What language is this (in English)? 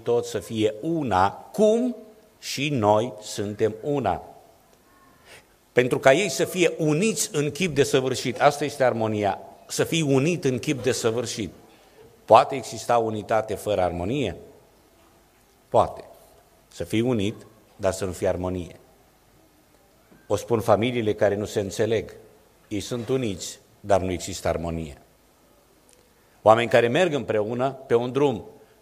Romanian